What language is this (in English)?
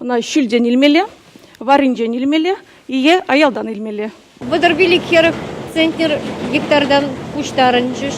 Chuvash